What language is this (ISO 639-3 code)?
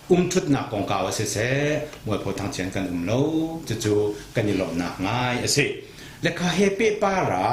cnh